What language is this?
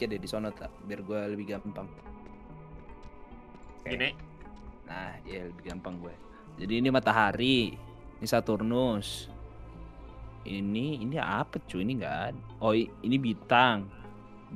Indonesian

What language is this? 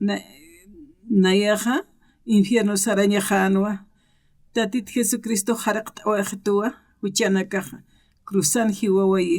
Aymara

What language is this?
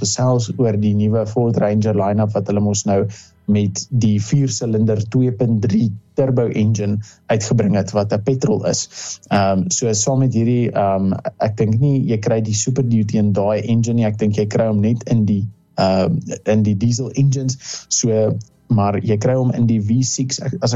Afrikaans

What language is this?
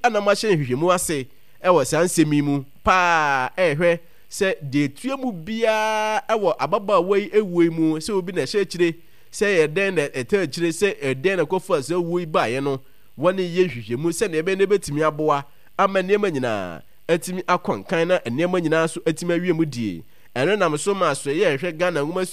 Akan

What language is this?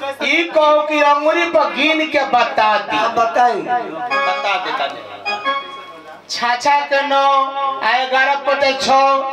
Bhojpuri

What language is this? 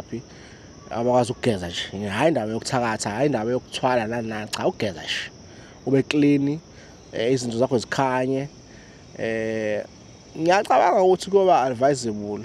Zulu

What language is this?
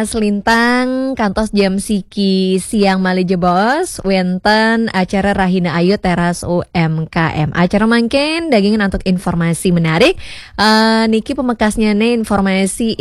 Balinese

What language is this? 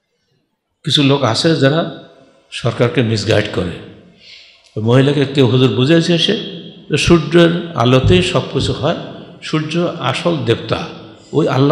Bangla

